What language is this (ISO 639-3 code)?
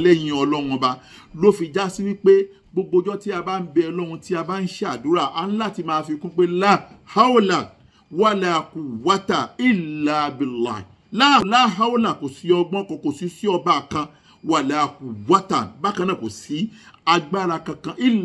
yor